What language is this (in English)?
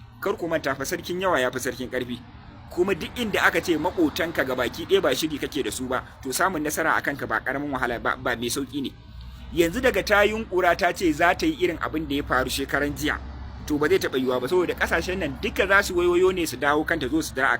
Hausa